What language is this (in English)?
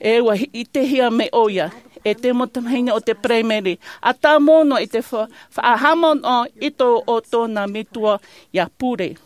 Tahitian